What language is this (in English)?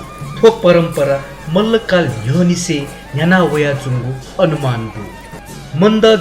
Newari